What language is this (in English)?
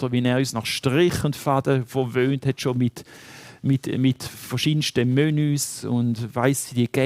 Swiss German